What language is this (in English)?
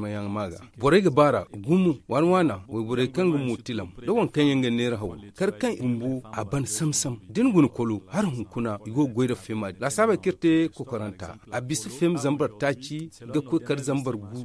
Zarma